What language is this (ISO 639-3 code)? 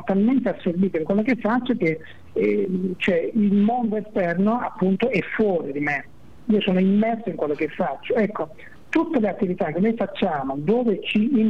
ita